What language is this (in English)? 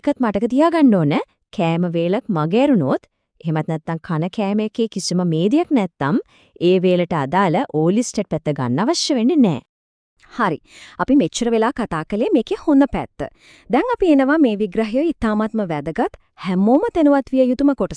Sinhala